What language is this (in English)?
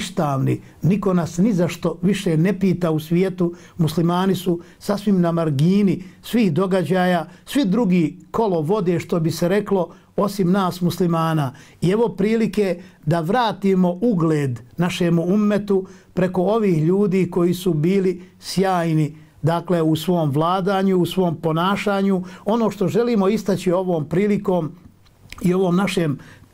Bosnian